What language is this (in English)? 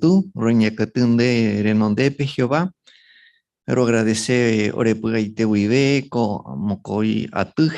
Guarani